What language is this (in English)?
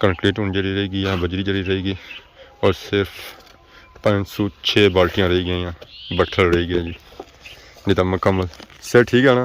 Pahari-Potwari